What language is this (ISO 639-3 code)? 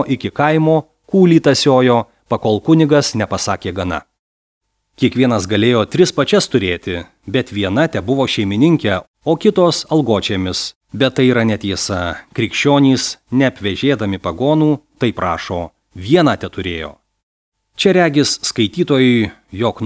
lit